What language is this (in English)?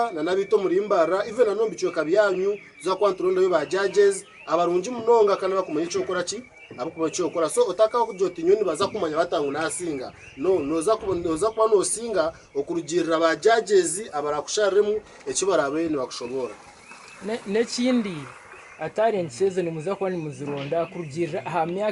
Nyankole